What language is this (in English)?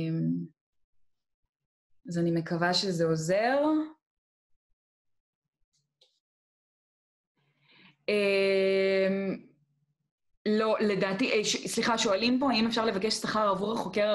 Hebrew